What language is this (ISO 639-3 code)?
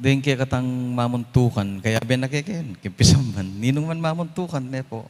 pam